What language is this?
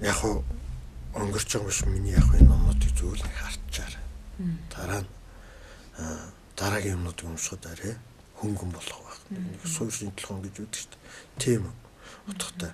Mongolian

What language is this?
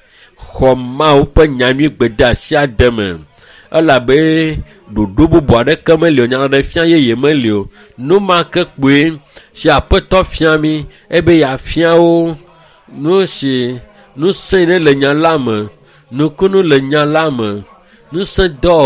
Ewe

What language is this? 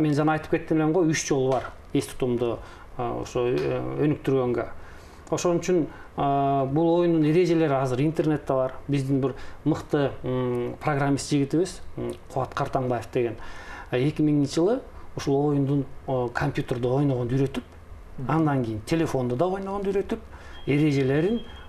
Kyrgyz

